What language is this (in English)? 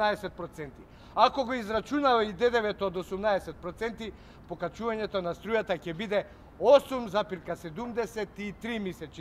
Macedonian